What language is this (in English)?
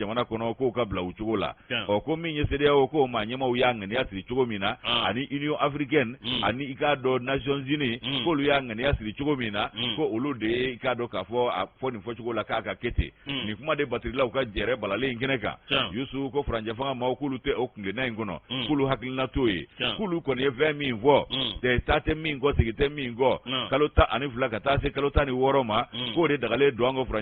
Bambara